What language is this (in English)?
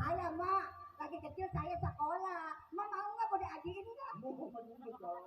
Betawi